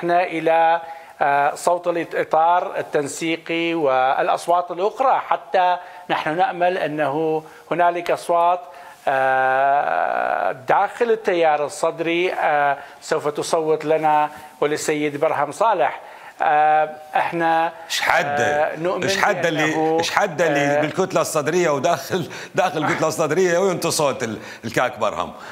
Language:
Mesopotamian Arabic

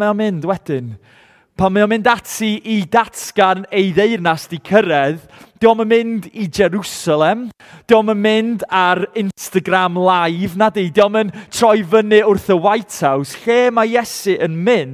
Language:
Welsh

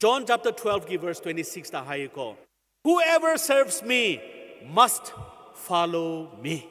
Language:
Manipuri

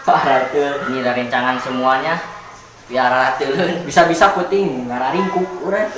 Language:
Sundanese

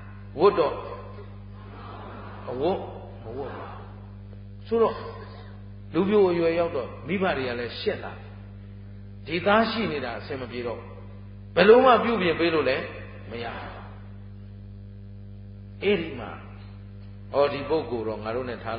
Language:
Burmese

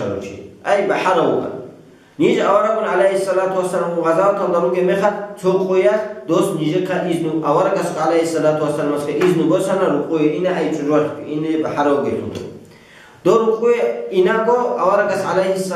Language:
Avaric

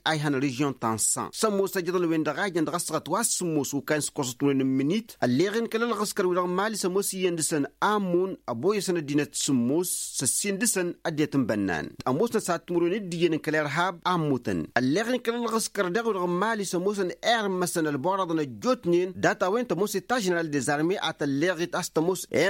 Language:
Tamasheq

